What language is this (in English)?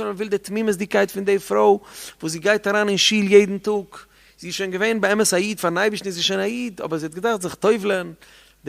Yiddish